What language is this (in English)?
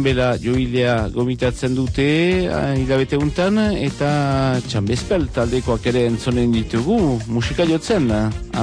Basque